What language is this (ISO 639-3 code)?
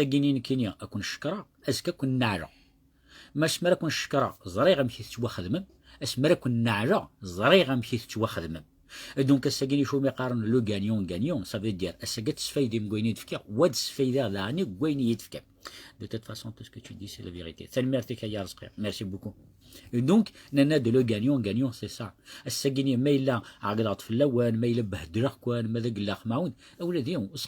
kab